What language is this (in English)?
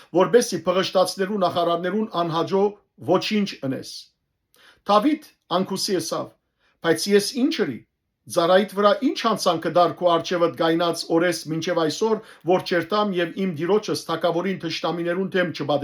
Western Armenian